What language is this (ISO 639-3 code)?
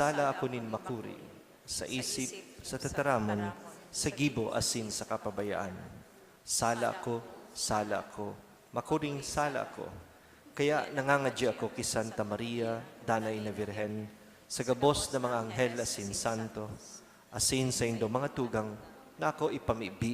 bik